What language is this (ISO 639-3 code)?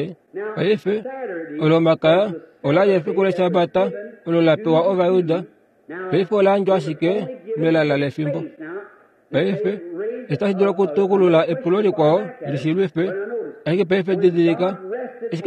kua